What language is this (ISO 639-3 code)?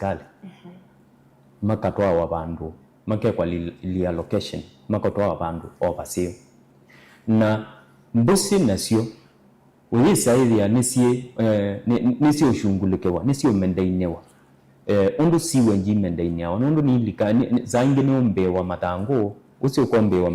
kam